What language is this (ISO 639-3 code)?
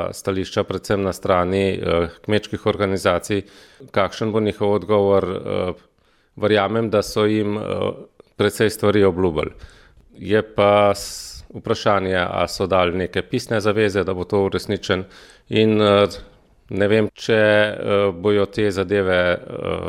slv